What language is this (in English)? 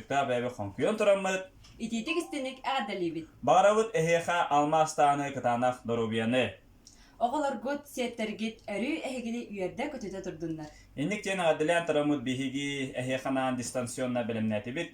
Yakut